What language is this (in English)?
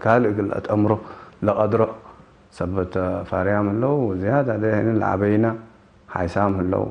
Tigre